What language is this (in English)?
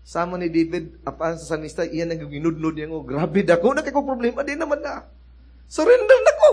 Cebuano